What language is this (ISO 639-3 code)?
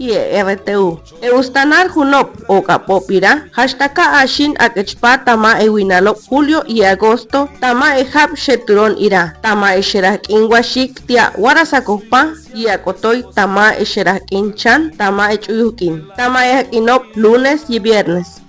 caa